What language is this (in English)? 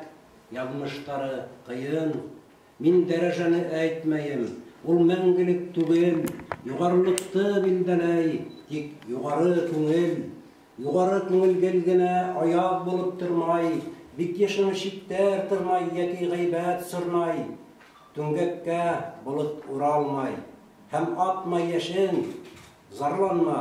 Bashkir